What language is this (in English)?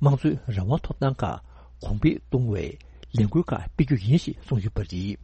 Tibetan